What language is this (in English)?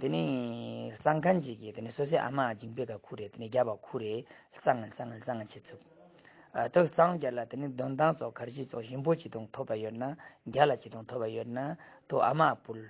Tibetan